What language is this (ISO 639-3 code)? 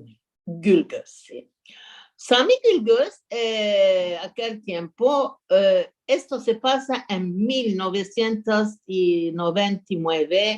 lad